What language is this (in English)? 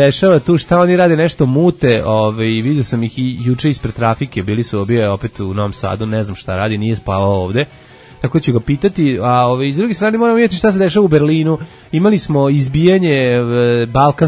Serbian